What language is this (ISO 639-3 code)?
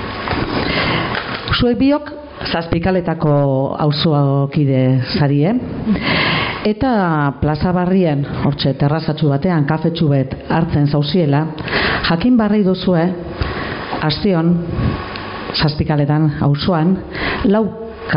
eus